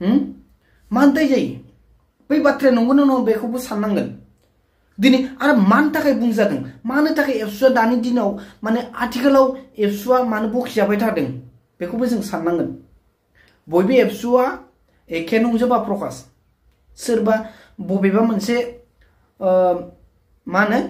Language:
Bodo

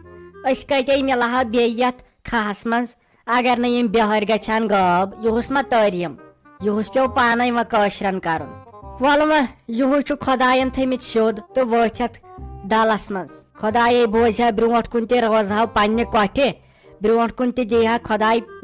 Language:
Kashmiri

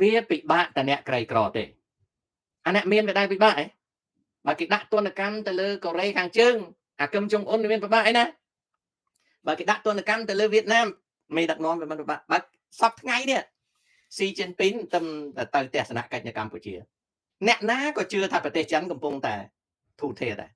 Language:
Khmer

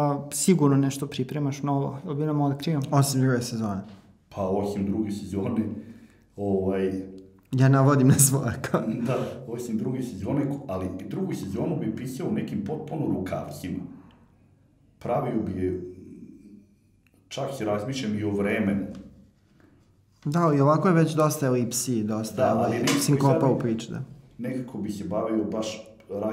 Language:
Serbian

